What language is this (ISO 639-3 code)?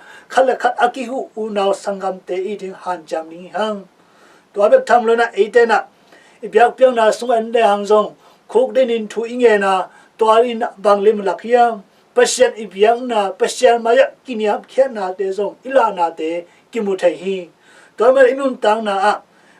ctd